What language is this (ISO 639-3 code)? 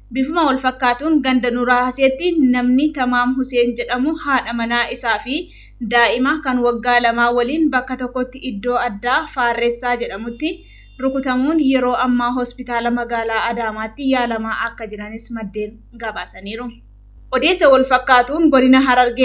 orm